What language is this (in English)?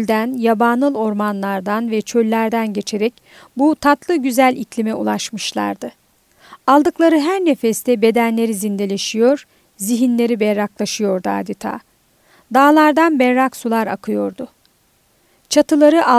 Turkish